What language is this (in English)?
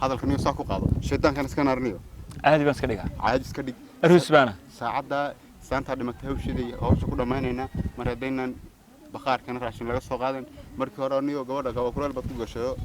Somali